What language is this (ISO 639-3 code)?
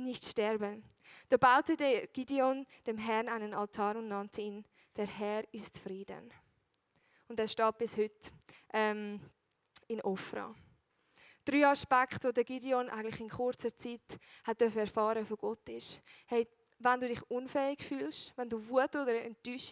gsw